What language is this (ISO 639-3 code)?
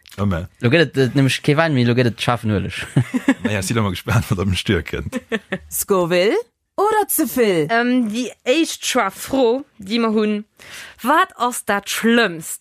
ltz